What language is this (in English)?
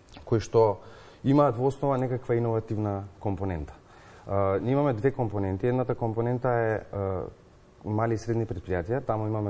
Macedonian